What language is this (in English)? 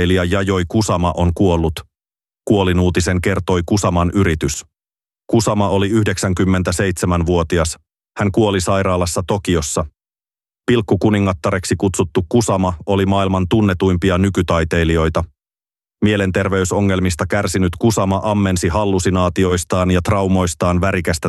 Finnish